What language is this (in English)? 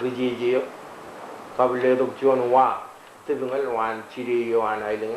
Marshallese